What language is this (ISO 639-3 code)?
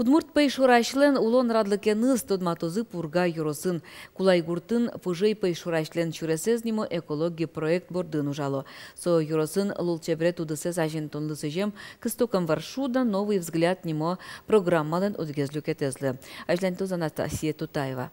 udm